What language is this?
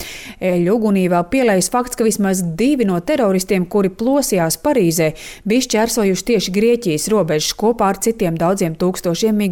Latvian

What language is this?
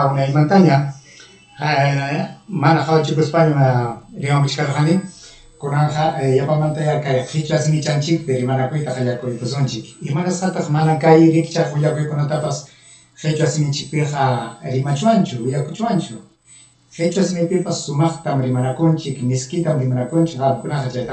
Ayacucho Quechua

